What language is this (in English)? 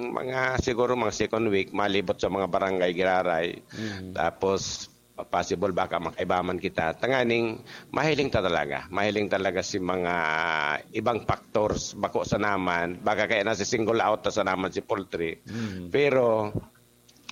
Bikol